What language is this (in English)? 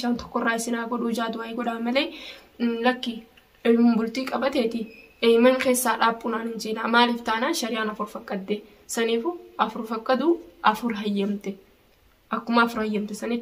Oromo